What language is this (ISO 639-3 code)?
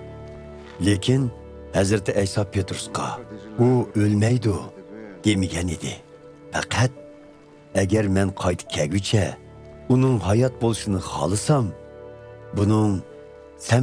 uig